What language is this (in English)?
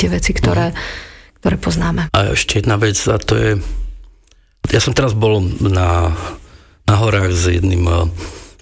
Slovak